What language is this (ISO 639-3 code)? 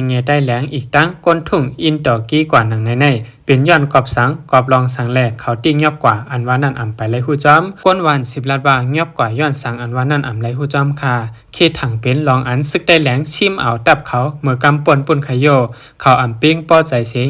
shn